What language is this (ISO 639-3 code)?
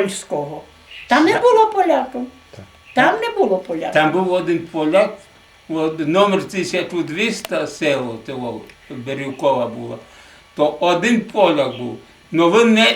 rue